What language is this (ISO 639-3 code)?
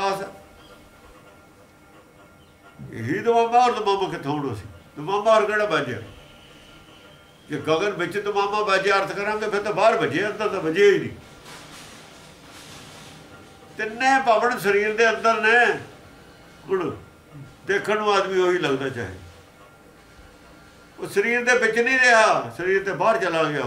pan